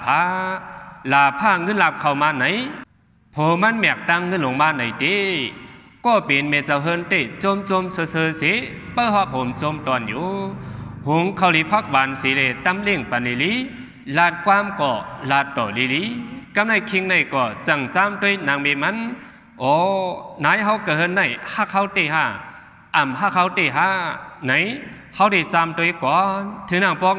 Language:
Shan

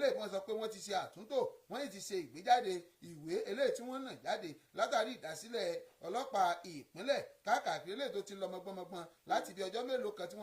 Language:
Yoruba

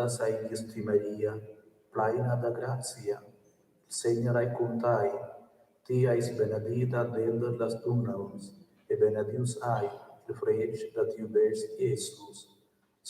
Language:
Romansh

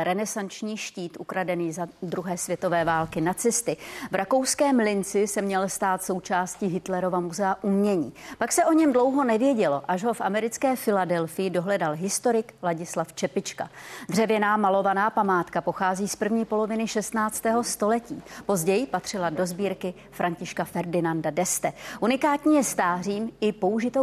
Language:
Czech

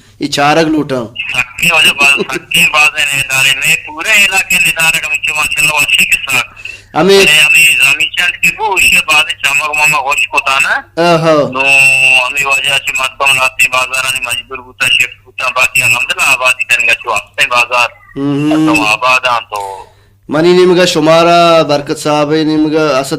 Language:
Baluchi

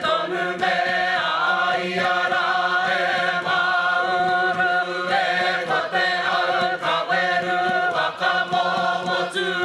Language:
Māori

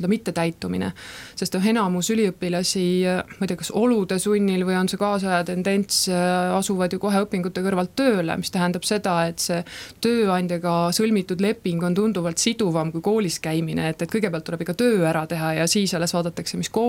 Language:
Estonian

